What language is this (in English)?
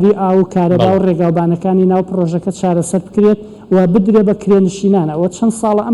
Central Kurdish